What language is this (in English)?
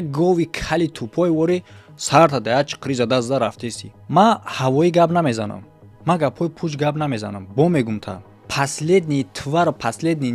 Tajik